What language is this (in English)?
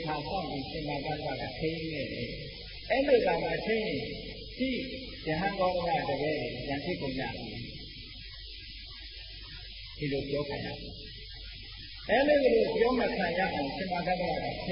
Burmese